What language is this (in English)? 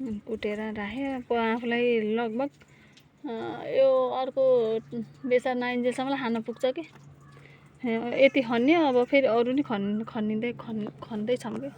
Nepali